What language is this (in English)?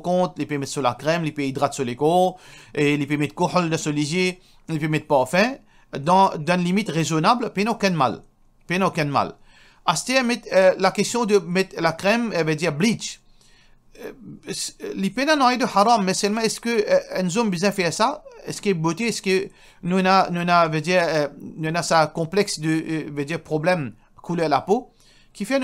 Morisyen